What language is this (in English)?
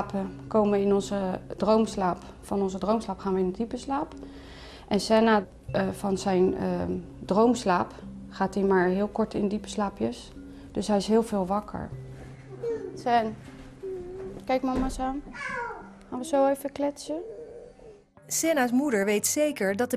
Dutch